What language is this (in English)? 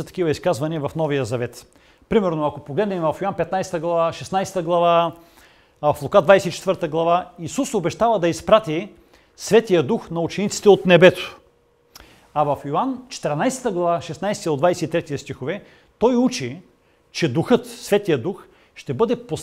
Bulgarian